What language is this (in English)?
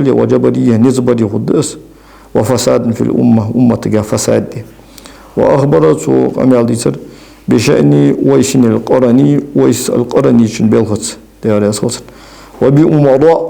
Ingush